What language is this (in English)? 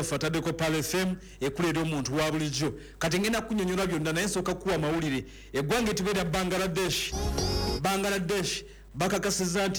Ganda